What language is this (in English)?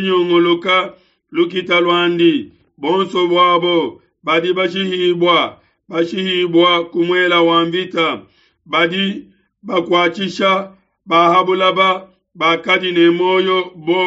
Luba-Lulua